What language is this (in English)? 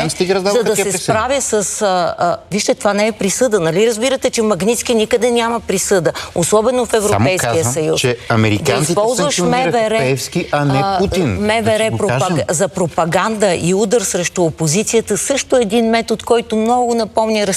Bulgarian